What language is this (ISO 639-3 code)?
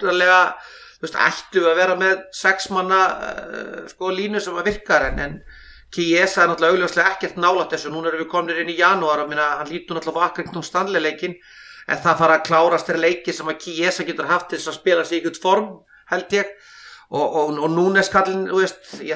isl